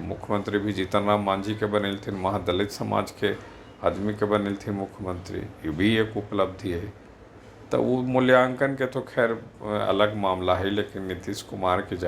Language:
Magahi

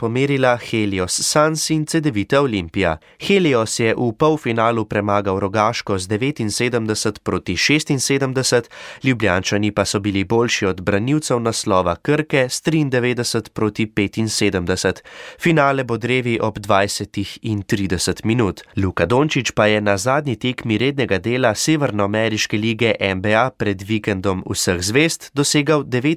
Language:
Slovenian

